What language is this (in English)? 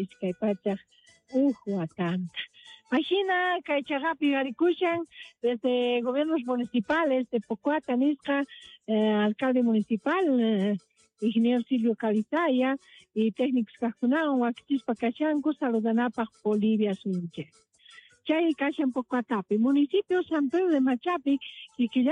South Bolivian Quechua